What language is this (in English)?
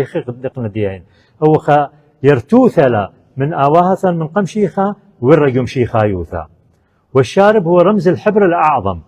Assyrian Neo-Aramaic